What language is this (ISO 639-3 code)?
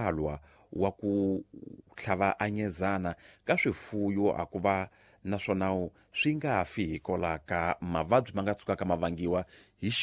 tso